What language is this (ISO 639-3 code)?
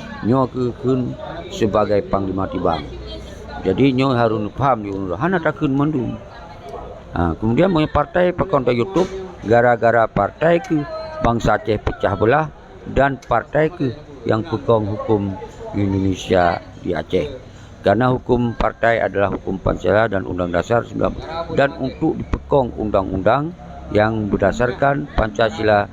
ace